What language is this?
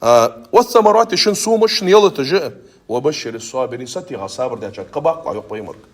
Ingush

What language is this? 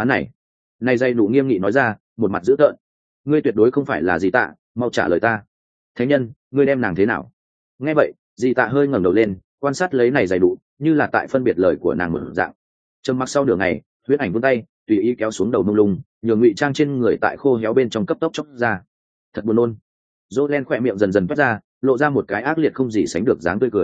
Vietnamese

